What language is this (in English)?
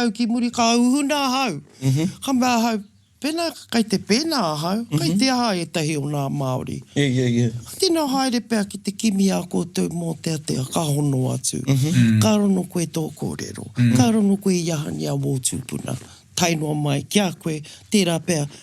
Māori